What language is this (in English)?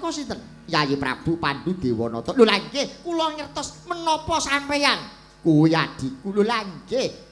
Javanese